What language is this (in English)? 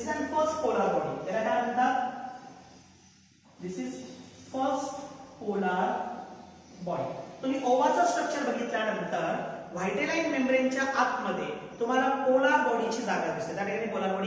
Marathi